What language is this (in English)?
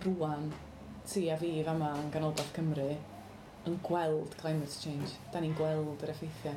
Welsh